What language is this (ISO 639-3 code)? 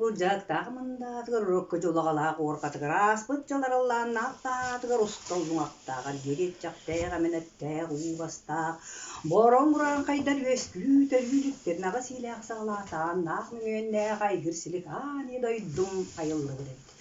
sah